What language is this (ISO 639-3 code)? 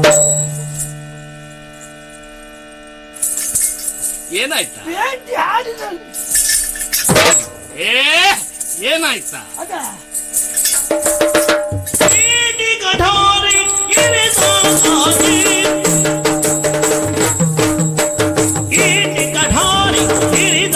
kan